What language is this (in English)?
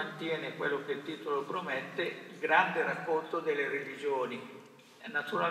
Italian